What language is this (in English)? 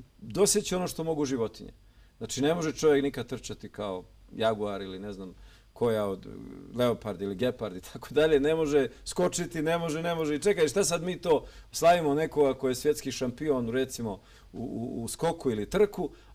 Bosnian